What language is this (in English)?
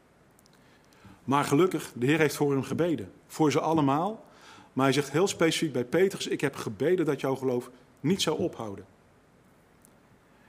Dutch